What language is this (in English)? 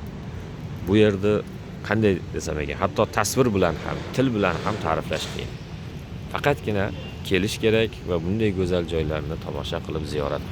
Uzbek